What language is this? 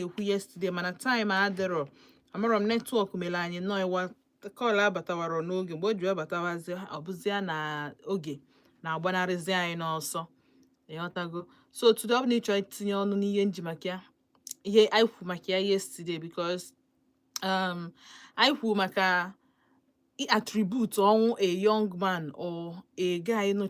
Igbo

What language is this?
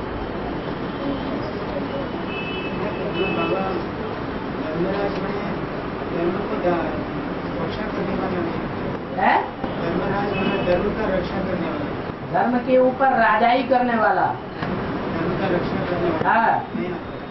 Hindi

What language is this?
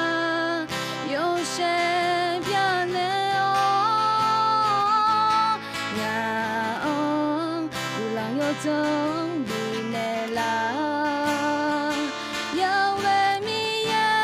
Akha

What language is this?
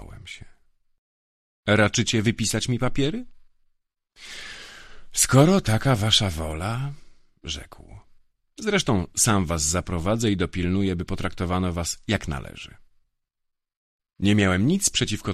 Polish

